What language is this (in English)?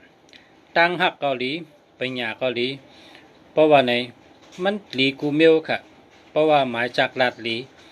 Shan